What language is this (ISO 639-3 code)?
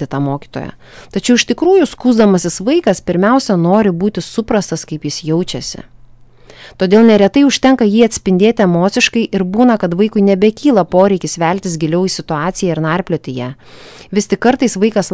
lit